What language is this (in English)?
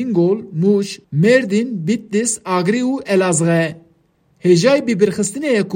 Kurdish